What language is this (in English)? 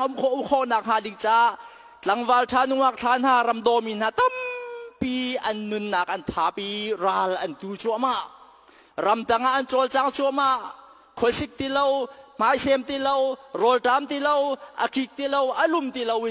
Hakha Chin